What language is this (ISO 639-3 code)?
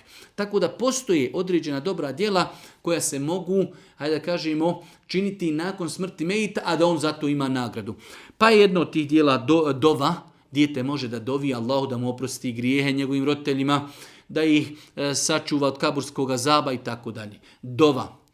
bos